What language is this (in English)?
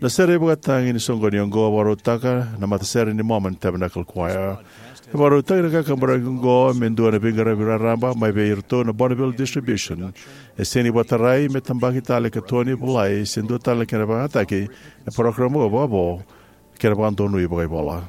Fijian